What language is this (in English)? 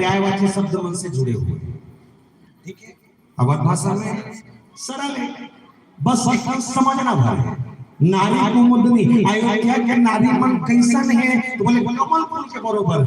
Chhattisgarhi